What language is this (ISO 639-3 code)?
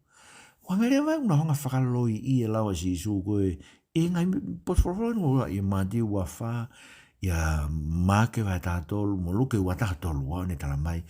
ton